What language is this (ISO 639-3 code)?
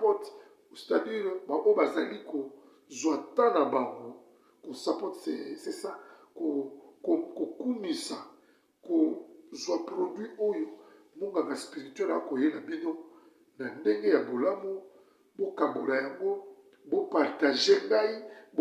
lin